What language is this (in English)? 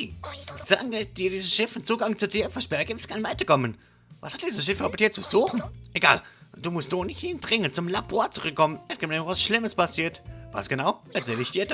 Swiss German